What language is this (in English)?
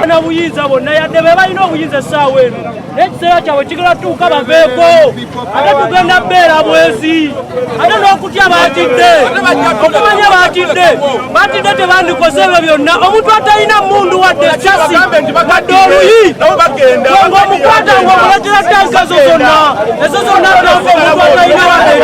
Ganda